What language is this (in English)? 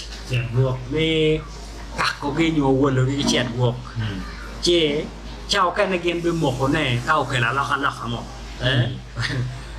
Acoli